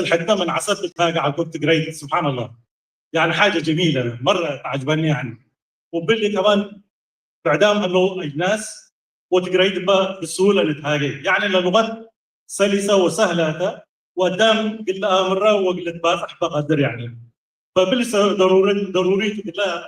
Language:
Tigre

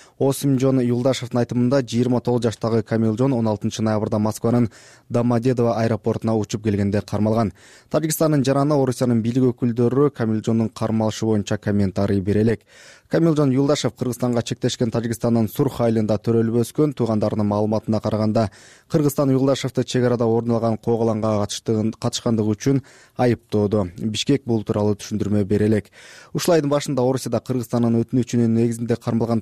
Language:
Kyrgyz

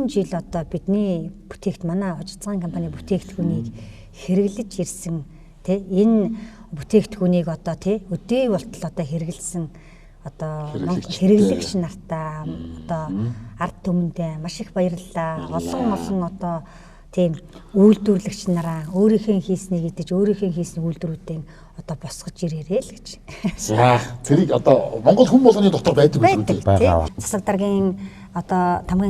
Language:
Mongolian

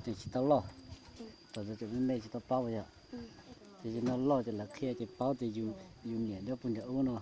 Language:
Hmong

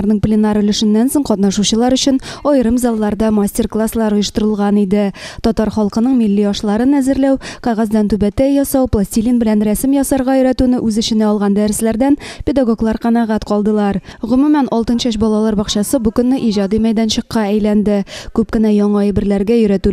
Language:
Tatar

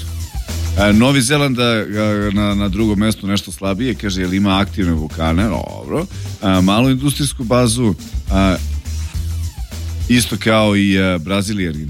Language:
Serbian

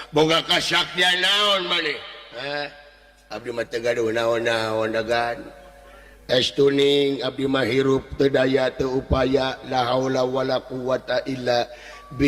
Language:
Sundanese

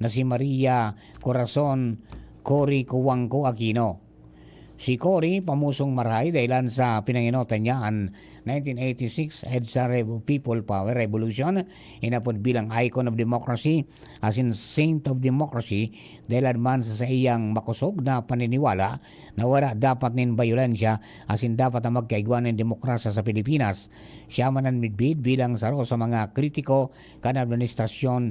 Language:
Bikol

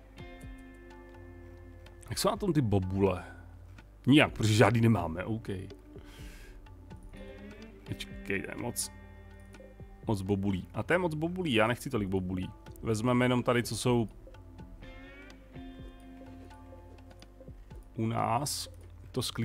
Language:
Czech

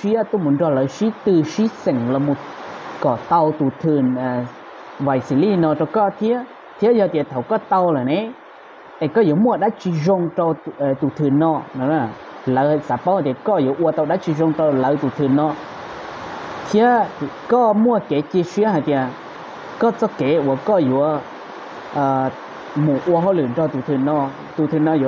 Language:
Vietnamese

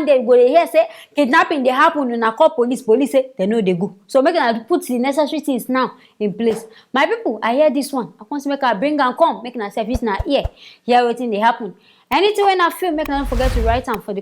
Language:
Nigerian Pidgin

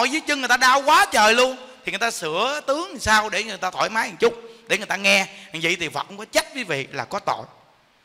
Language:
Vietnamese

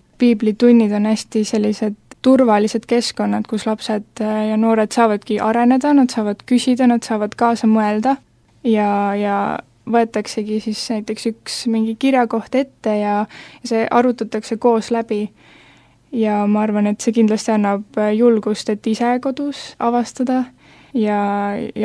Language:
Estonian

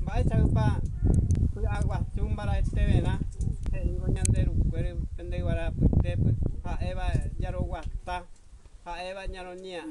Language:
Guarani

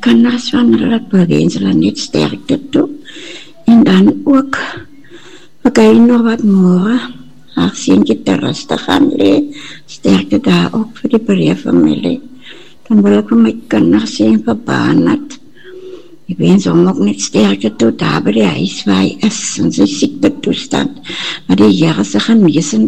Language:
Afrikaans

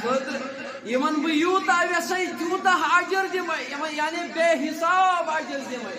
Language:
Kashmiri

